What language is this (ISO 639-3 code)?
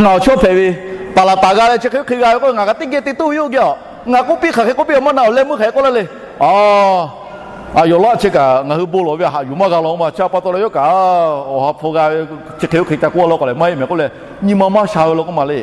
lhu